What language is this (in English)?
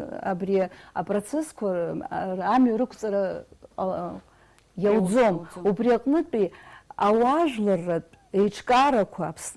Abkhazian